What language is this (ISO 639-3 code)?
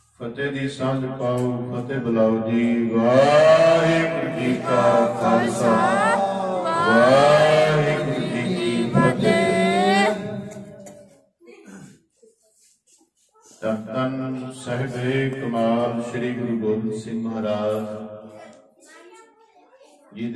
pan